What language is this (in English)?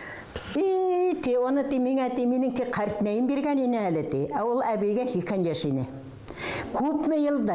Bashkir